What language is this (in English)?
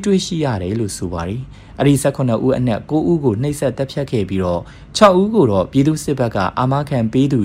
Burmese